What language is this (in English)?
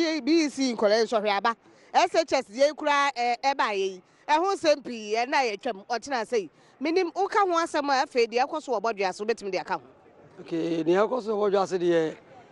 Akan